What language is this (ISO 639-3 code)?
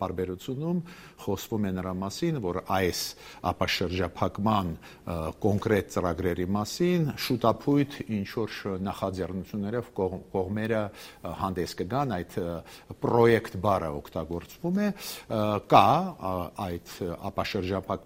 hye